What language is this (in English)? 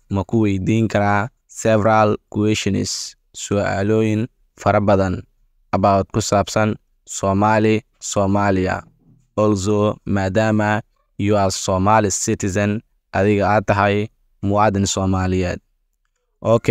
Somali